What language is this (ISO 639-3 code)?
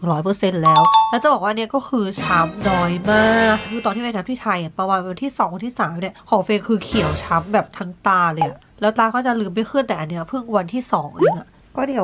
tha